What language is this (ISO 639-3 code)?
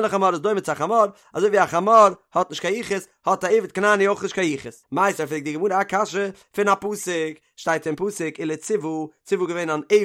yid